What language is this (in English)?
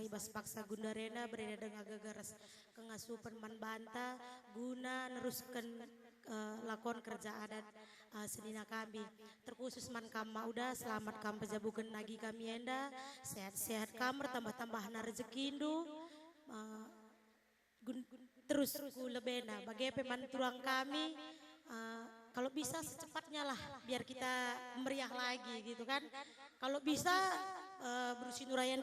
Batak Karo